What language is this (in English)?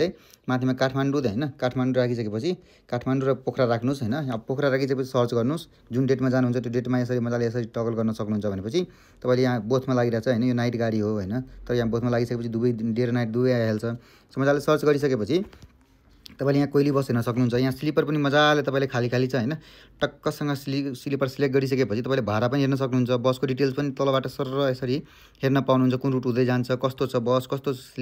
Nepali